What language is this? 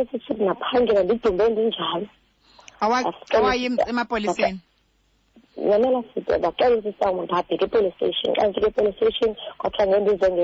Xhosa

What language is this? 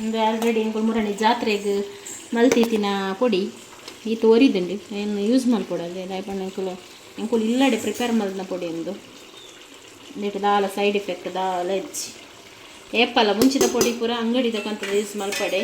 Tulu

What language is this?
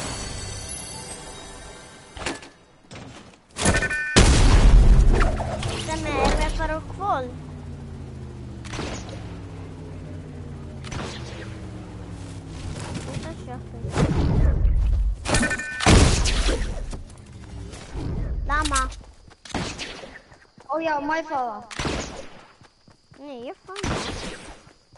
Icelandic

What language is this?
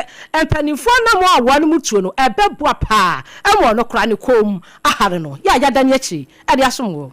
Akan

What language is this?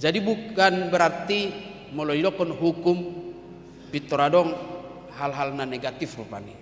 Batak Toba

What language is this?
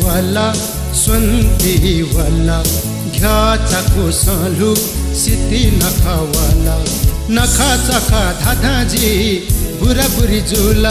Newari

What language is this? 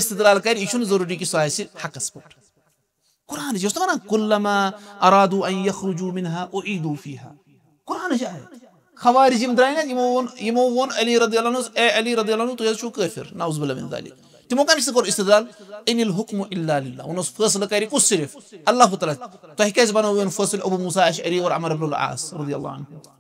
Kashmiri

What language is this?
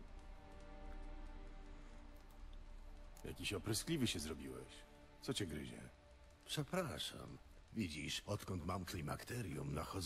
Polish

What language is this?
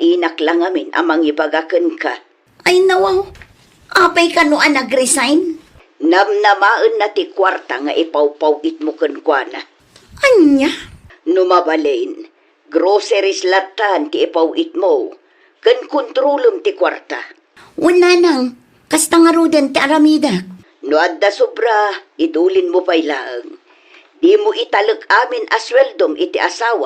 Iloko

